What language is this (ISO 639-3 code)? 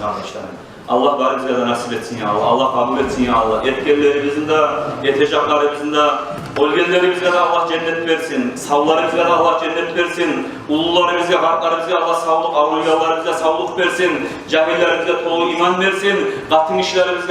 kum